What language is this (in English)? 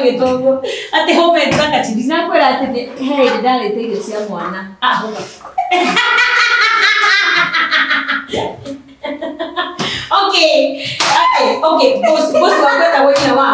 Kikuyu